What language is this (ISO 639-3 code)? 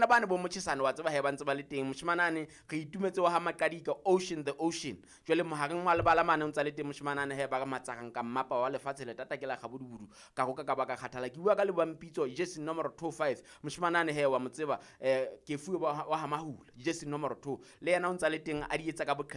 sot